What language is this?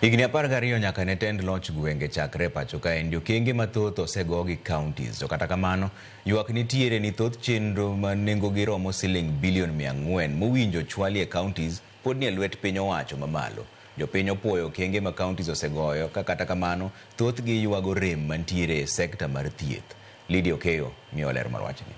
Luo (Kenya and Tanzania)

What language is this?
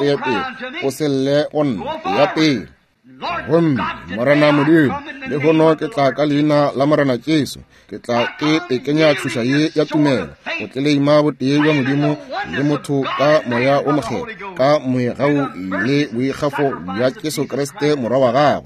Northern Sotho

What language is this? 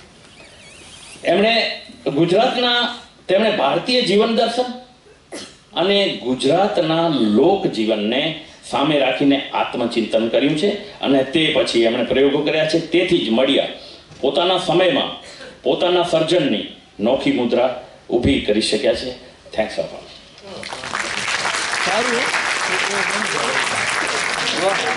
Gujarati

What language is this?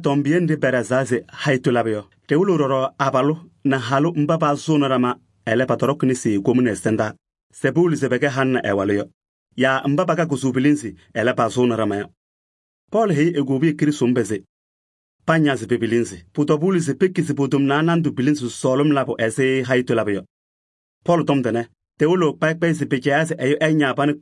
Kabiyè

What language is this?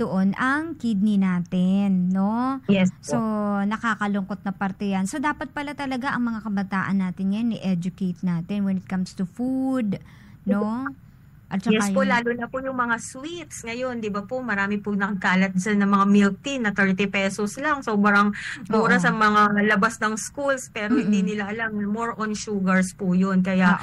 Filipino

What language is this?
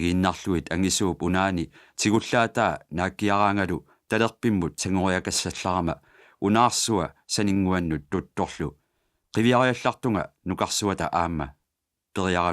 Kalaallisut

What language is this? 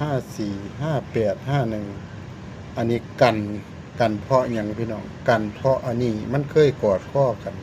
Northeastern Thai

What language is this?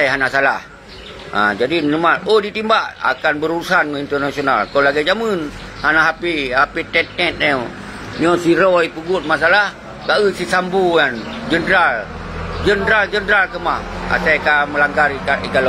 Achinese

